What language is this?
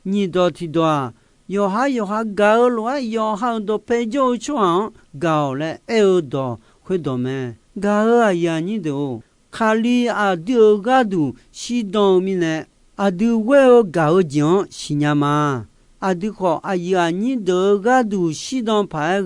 Akha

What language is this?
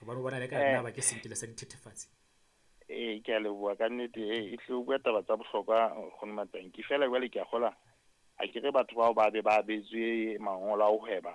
Southern Sotho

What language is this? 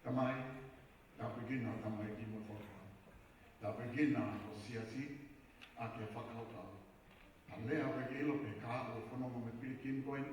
Tongan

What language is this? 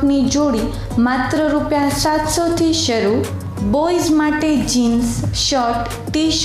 Gujarati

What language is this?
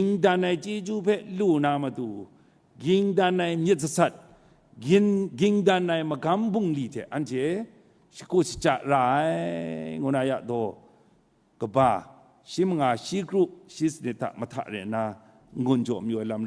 Kachin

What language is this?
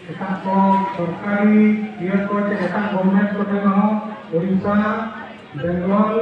Santali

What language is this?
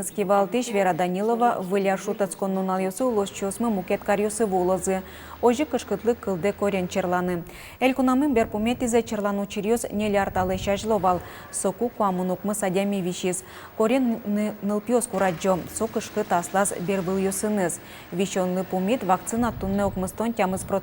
Udmurt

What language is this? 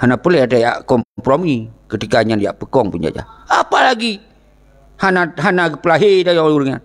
Achinese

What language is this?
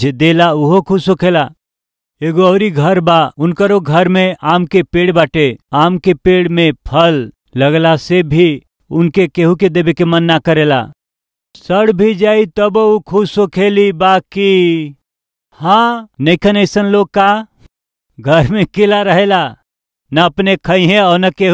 Bhojpuri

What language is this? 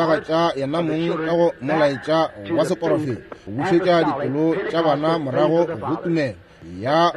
Northern Sotho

